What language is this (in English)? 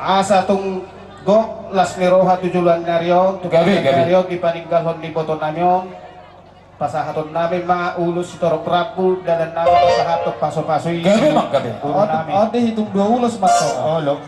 Batak Toba